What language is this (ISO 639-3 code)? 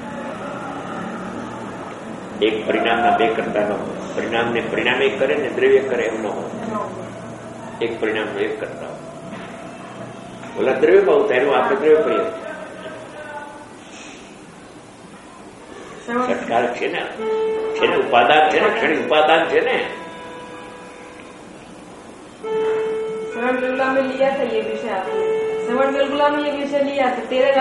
guj